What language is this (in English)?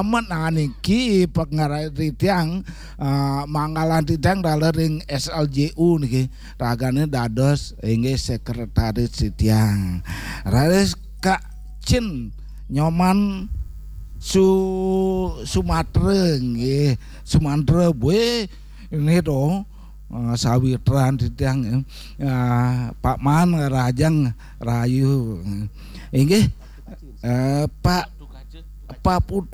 Balinese